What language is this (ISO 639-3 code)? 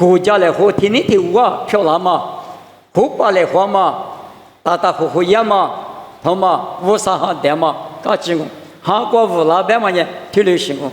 lis